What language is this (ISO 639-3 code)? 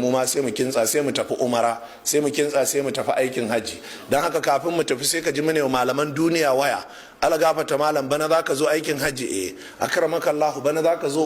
hau